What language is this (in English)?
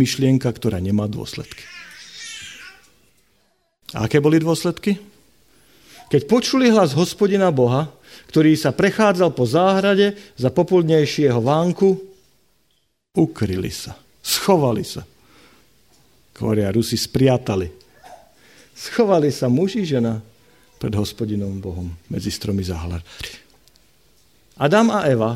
Slovak